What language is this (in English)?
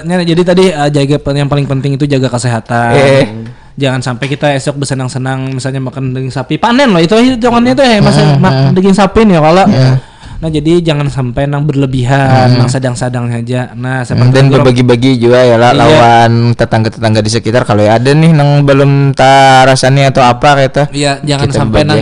Banjar